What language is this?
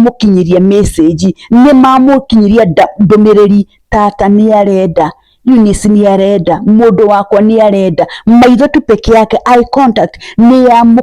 Kikuyu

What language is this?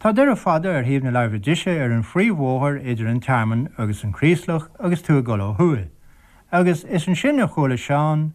Irish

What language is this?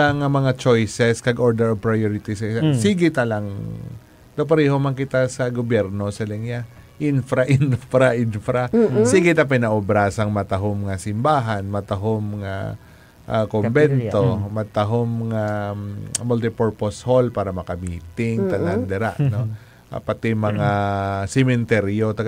Hiligaynon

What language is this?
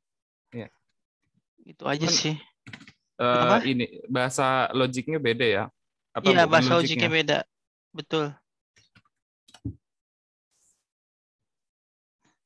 Indonesian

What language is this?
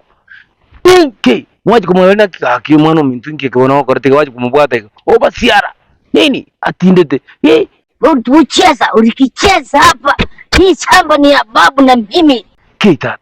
Gusii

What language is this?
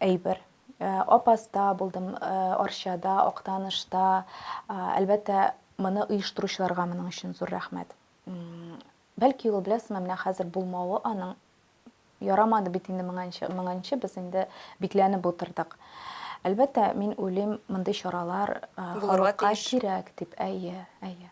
Tatar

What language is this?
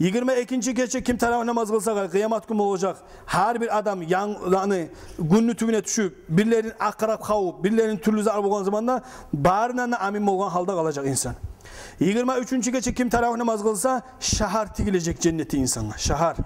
Kumyk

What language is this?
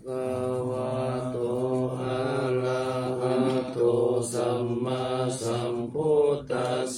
Pali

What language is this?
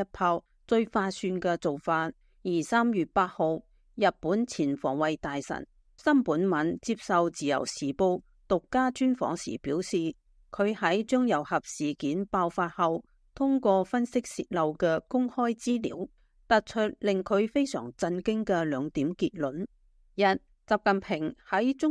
Cantonese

